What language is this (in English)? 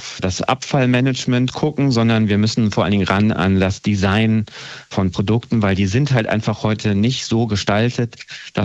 German